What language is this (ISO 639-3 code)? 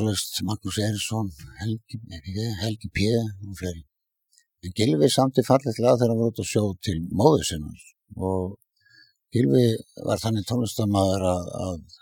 isl